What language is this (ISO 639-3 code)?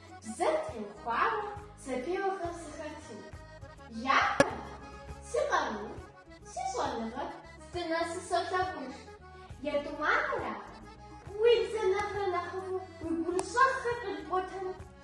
kbd